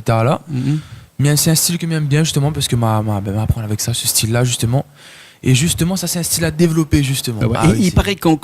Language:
Réunion Creole French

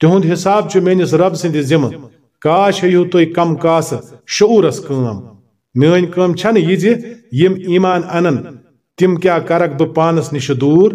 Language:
Kashmiri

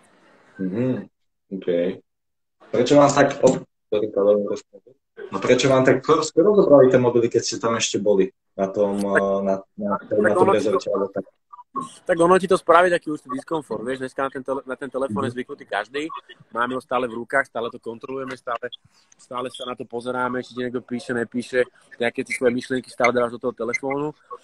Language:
Slovak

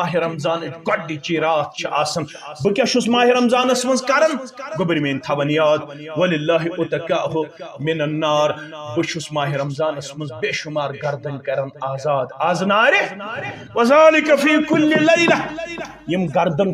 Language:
Kashmiri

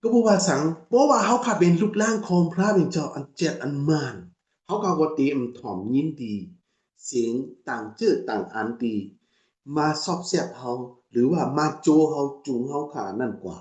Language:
Shan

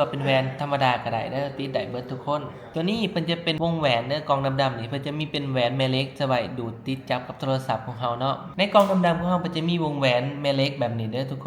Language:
Lao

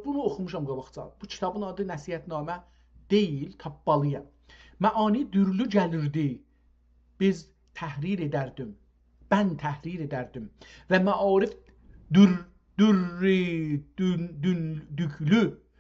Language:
South Azerbaijani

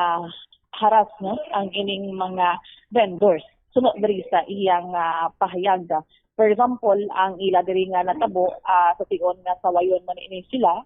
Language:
Hiligaynon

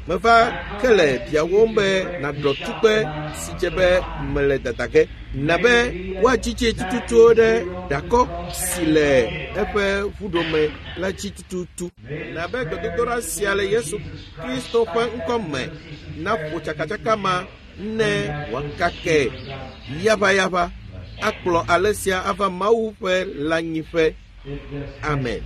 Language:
Ewe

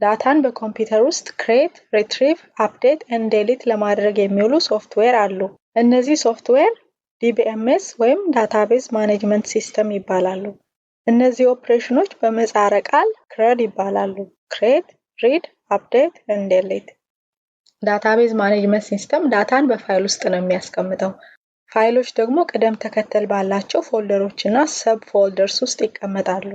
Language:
Amharic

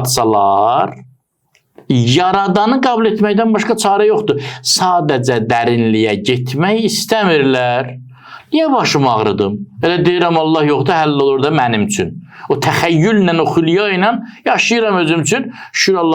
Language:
Azerbaijani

